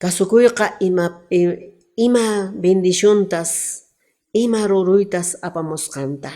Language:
Quechua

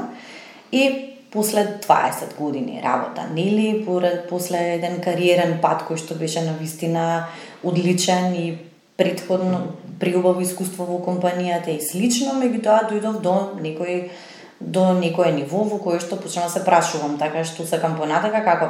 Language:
Macedonian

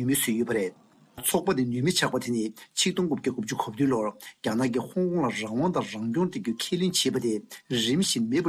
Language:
Tibetan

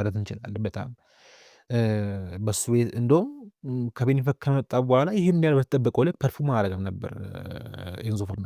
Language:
Amharic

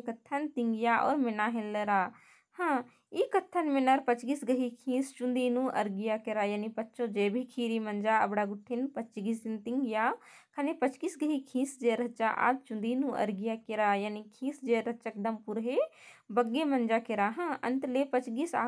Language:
Kurukh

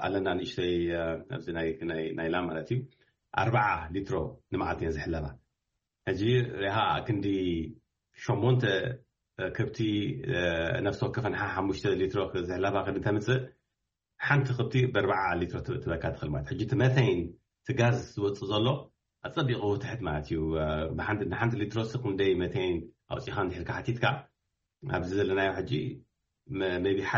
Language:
Tigrinya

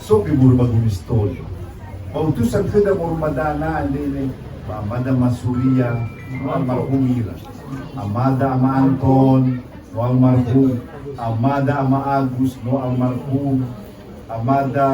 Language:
Nias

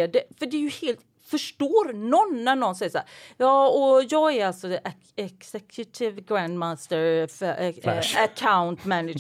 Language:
Swedish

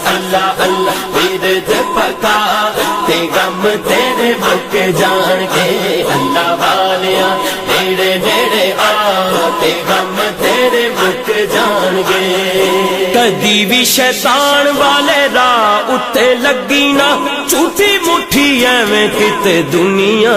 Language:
Pahari-Potwari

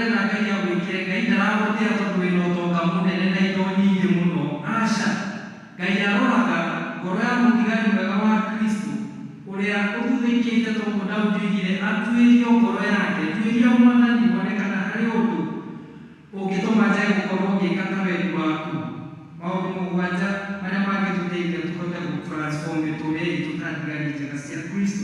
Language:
Kikuyu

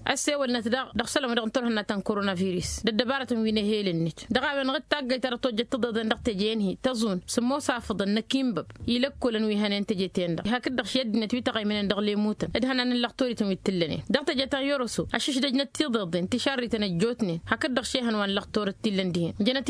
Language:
Tamasheq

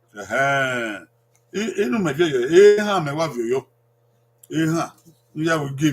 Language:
Bini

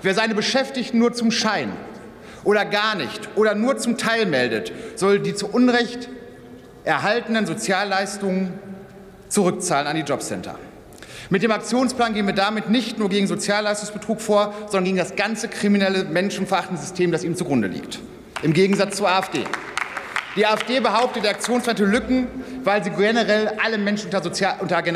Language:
German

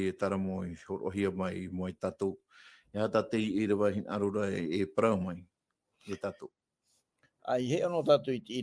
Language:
Tahitian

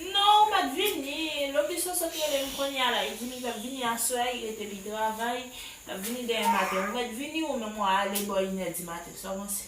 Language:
Haitian Creole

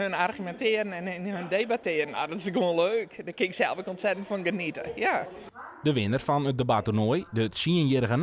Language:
Western Frisian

